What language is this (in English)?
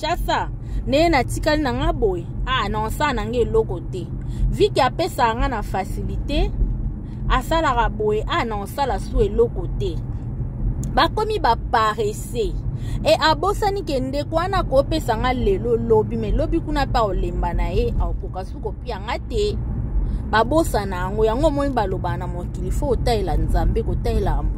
Lingala